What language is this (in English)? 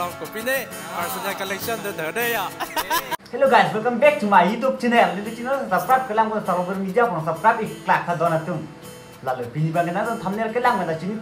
Karbi